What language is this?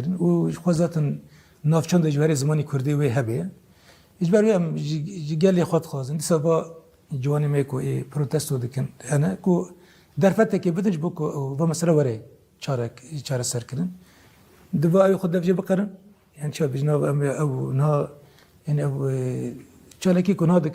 Kurdish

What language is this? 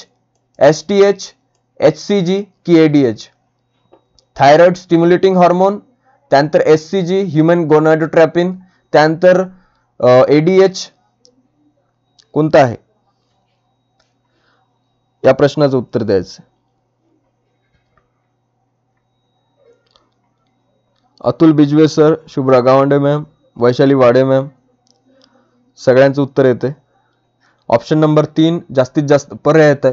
Marathi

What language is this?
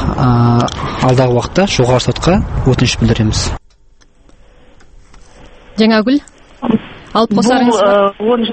Kazakh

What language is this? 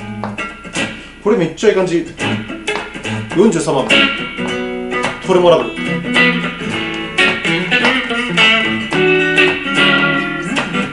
Japanese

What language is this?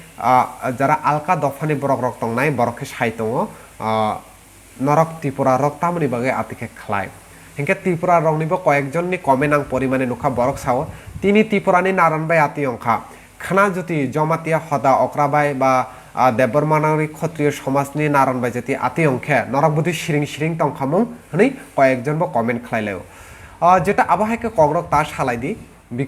Kok Borok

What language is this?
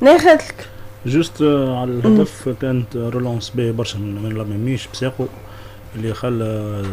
Tunisian Arabic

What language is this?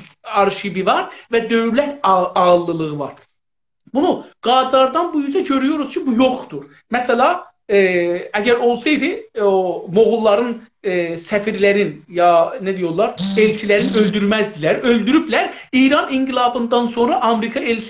South Azerbaijani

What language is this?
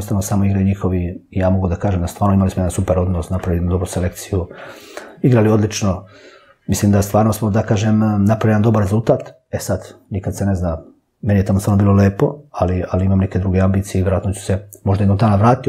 Serbian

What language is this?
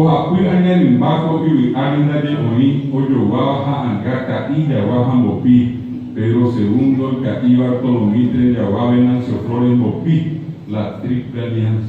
Guarani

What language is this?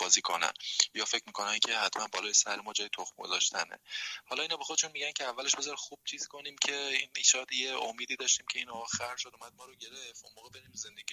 Persian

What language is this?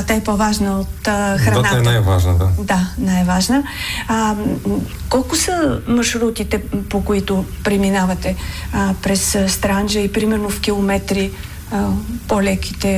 Bulgarian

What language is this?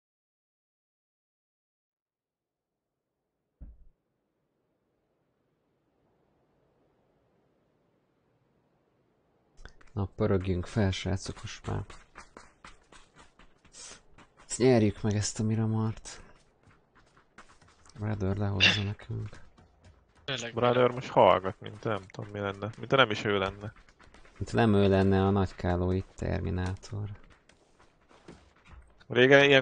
Hungarian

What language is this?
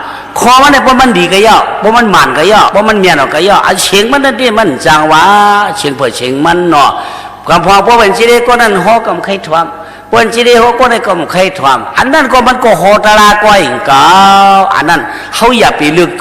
Shan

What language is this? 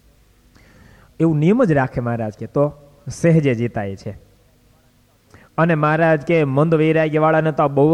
Gujarati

